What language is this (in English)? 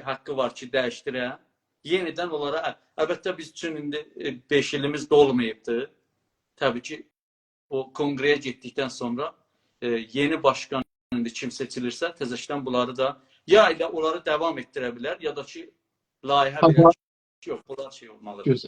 South Azerbaijani